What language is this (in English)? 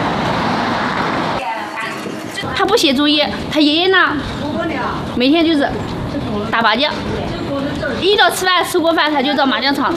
Chinese